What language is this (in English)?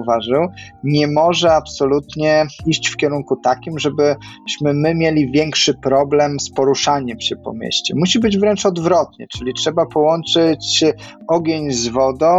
Polish